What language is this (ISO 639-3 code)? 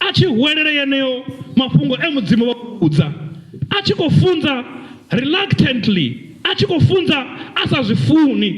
ven